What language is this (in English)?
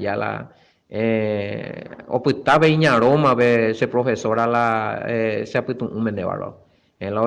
Guarani